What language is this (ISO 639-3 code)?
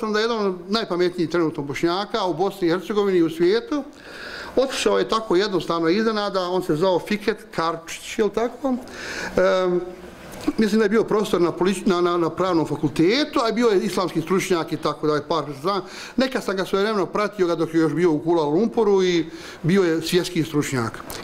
bos